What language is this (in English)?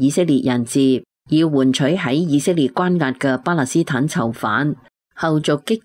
Cantonese